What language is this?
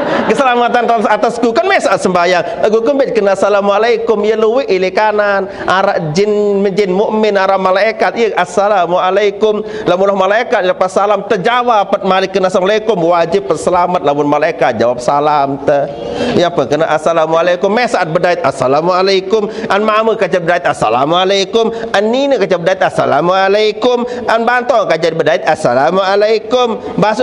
Sasak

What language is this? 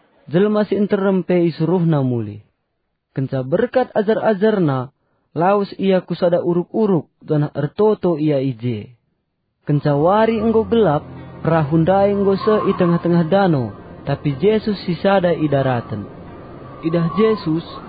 Batak Karo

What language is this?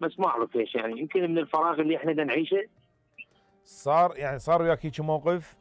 Mesopotamian Arabic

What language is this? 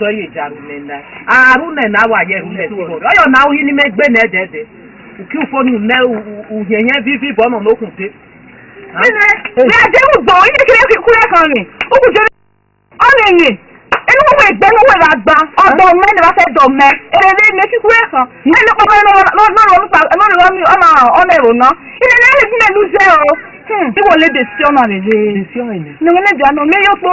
Esan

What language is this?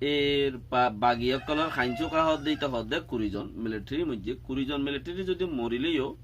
Rohingya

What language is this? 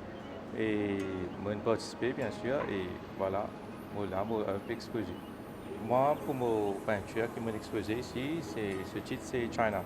Morisyen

